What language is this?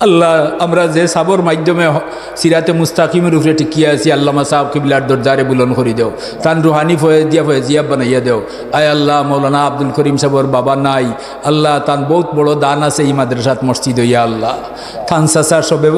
Sylheti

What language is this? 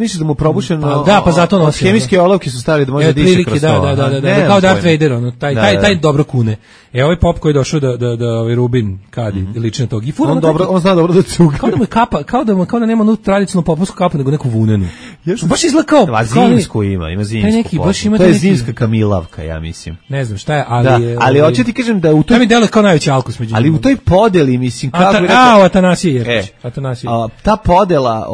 Serbian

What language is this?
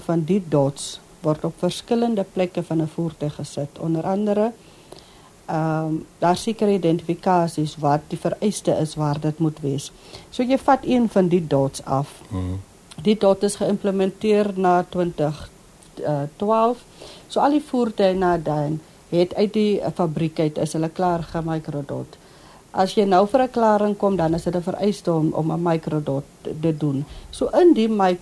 Afrikaans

